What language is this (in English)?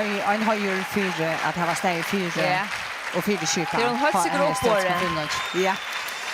Faroese